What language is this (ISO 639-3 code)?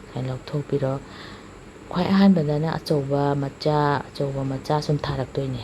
mni